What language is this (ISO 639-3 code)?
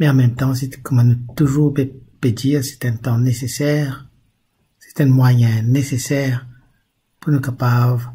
mfe